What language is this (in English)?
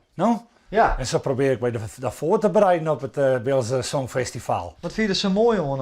Western Frisian